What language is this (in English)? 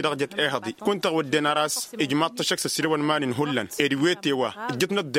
Tamasheq